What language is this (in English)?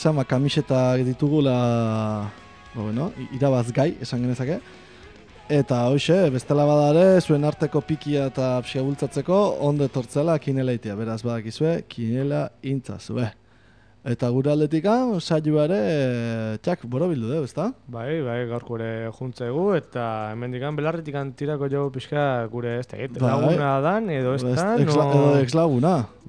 Basque